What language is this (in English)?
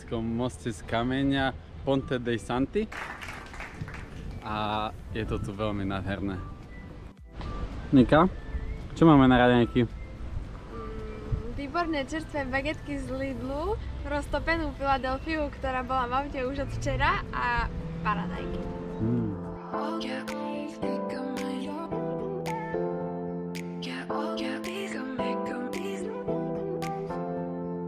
Slovak